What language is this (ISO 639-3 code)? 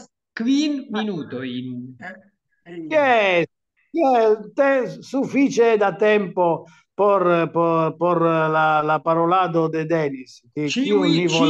epo